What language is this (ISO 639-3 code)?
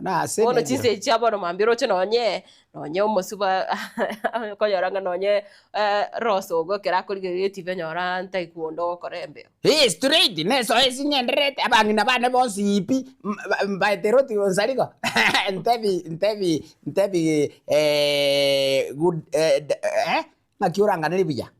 guz